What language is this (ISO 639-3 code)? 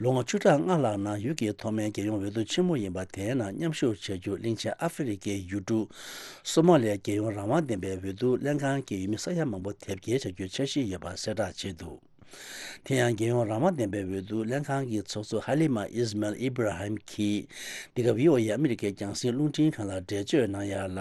bod